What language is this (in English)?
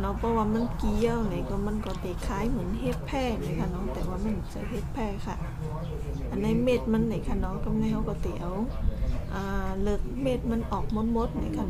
Shan